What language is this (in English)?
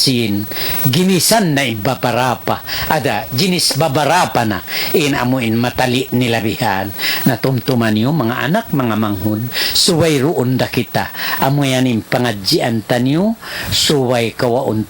Tausug